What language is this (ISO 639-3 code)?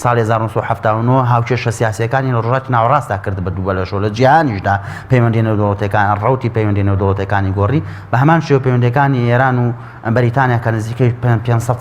ckb